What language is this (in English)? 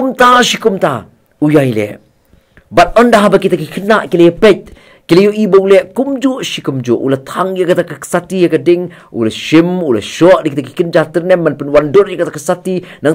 Khasi